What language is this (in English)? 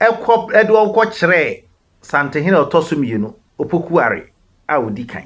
Akan